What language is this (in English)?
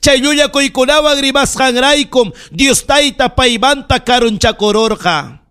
Ayacucho Quechua